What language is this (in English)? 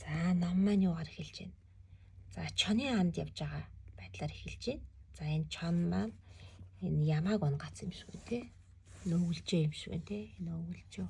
Mongolian